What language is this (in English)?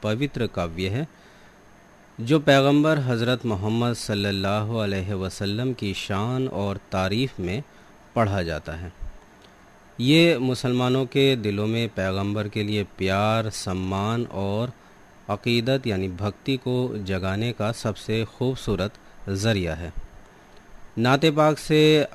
Hindi